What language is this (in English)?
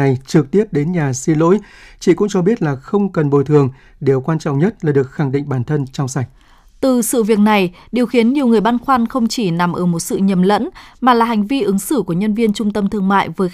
Vietnamese